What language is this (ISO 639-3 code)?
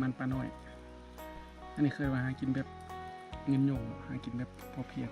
lao